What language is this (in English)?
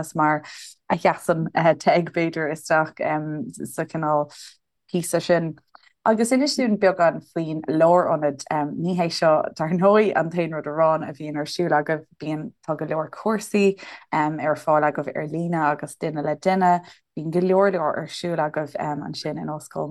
Irish